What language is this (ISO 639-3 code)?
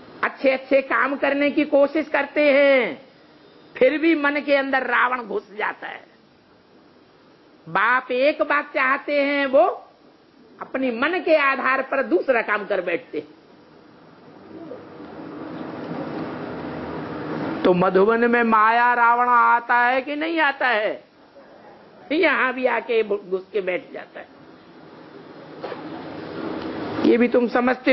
hin